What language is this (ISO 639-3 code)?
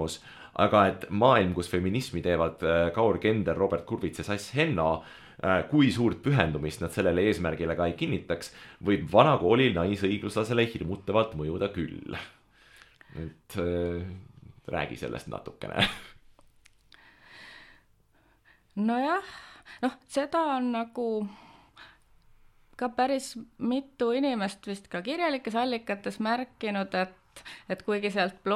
est